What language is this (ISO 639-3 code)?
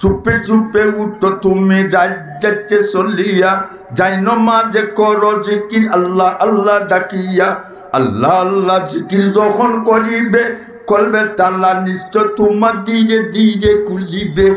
syl